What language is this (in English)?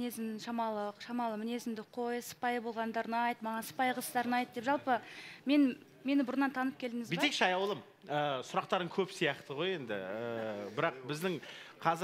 Kazakh